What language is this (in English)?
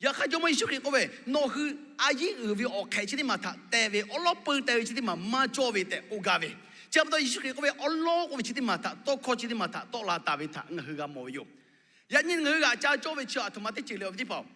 Lahu